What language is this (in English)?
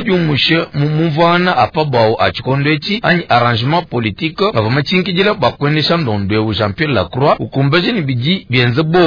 Luba-Lulua